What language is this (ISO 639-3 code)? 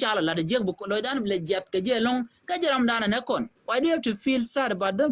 nus